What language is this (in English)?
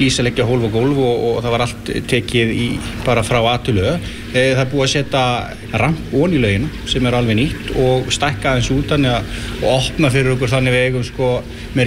Icelandic